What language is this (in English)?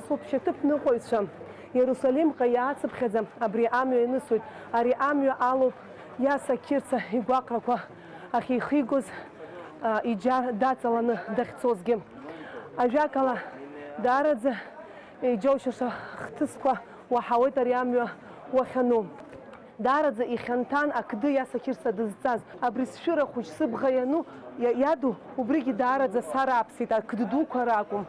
Abkhazian